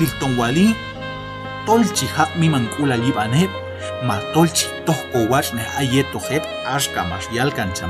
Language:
Q'anjob'al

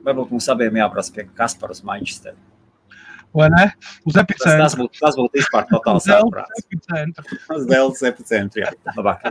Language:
Latvian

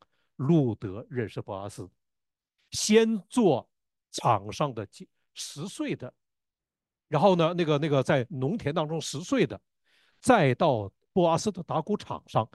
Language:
Chinese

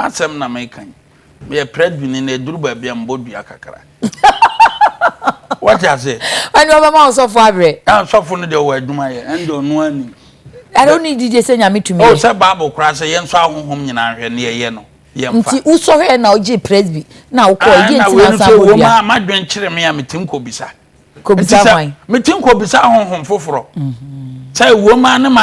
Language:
Akan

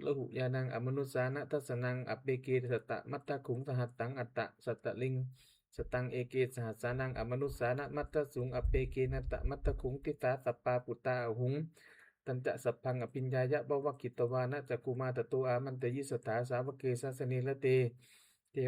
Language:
Pali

